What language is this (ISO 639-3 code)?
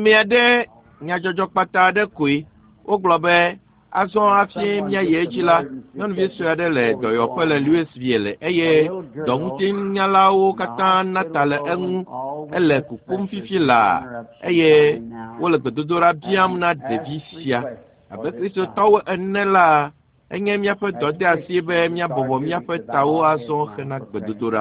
ewe